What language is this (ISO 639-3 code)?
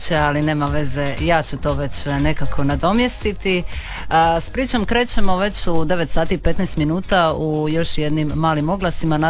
hrv